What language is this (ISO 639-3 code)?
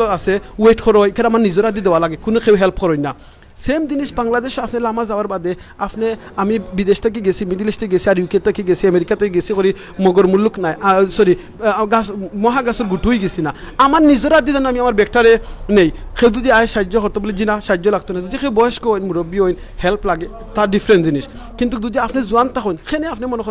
syl